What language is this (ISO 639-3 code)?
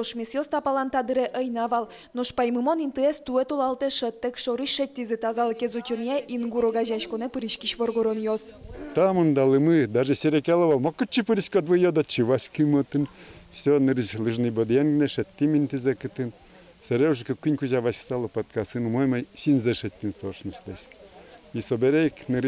udm